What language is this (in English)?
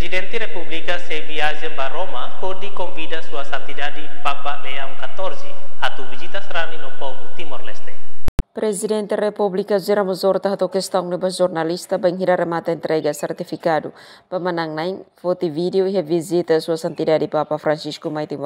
Tetum